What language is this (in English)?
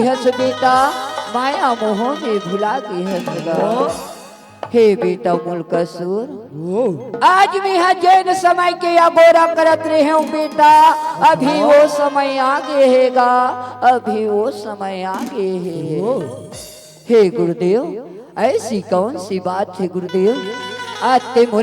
Chhattisgarhi